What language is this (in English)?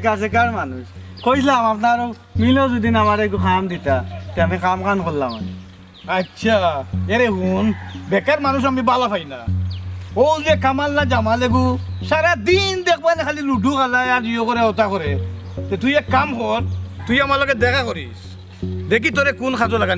Sylheti